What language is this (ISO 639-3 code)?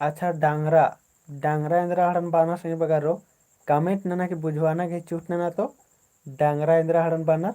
kru